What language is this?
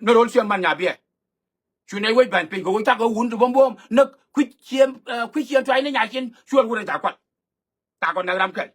Nuer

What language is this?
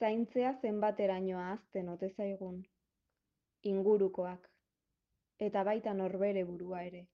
Basque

